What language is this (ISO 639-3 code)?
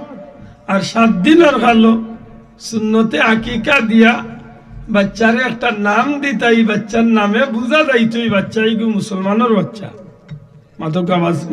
syl